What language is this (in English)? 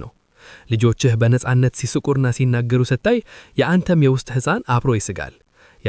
Amharic